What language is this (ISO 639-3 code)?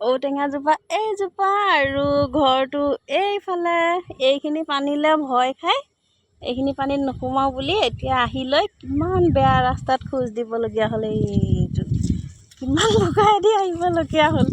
asm